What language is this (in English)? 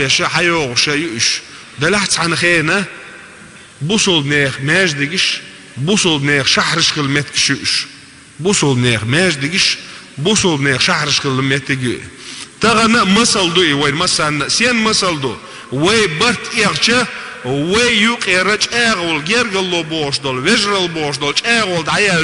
Chechen